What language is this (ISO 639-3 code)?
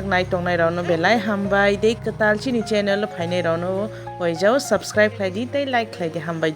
trp